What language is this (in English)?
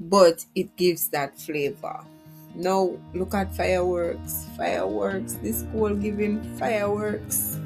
Jamaican Creole English